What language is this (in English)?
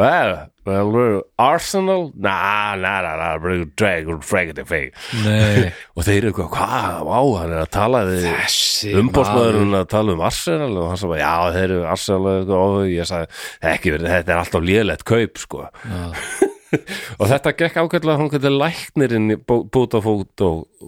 Icelandic